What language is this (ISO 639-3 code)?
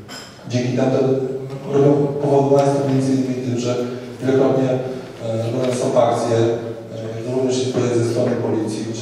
pol